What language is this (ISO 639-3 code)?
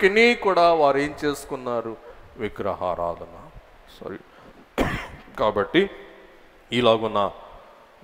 tel